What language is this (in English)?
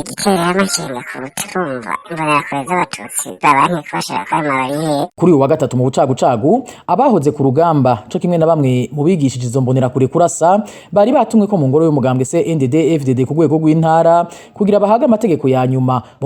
Rundi